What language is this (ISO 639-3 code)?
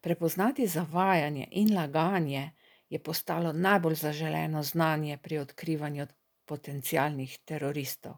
slv